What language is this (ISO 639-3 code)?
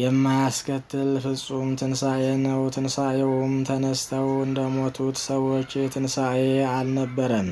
amh